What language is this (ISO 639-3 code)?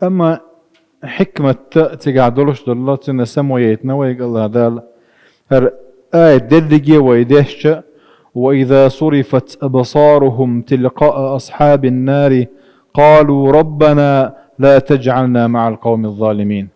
che